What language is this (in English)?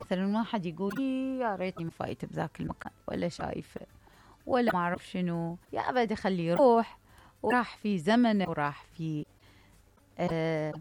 Mesopotamian Arabic